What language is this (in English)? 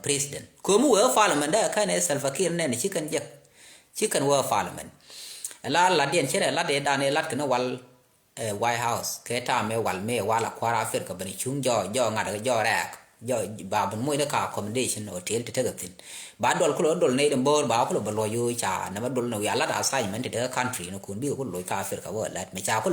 Nuer